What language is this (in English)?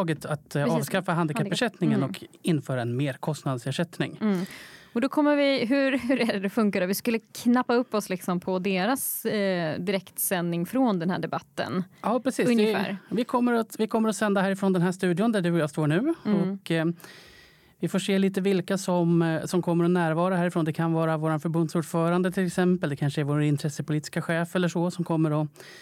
Swedish